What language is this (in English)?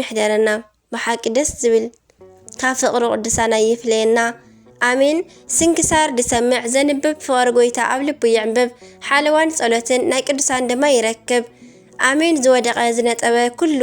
Tigrinya